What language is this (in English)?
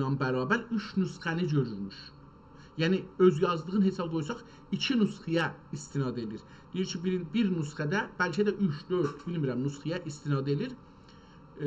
South Azerbaijani